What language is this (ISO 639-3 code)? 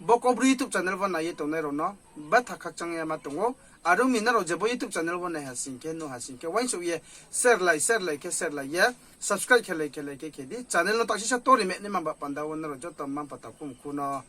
ria